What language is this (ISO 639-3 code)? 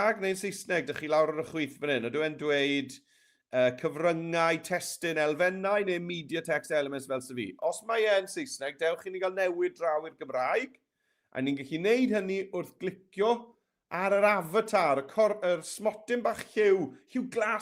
cym